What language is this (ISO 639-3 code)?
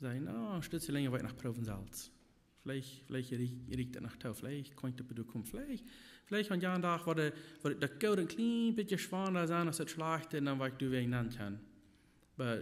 pdt